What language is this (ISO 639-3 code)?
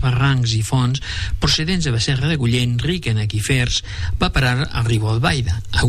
cat